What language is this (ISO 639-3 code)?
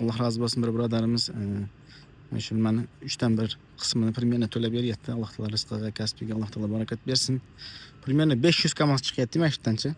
uzb